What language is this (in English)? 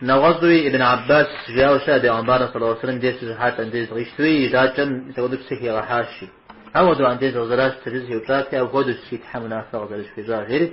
Kabardian